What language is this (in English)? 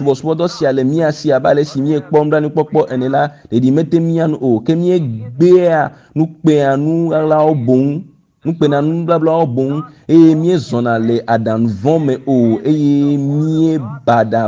Ewe